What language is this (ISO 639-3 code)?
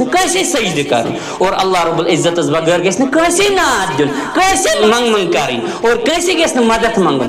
kas